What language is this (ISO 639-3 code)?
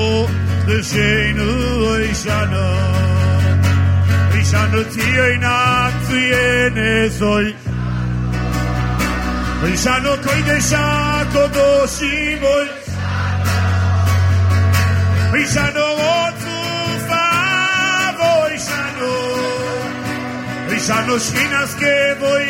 heb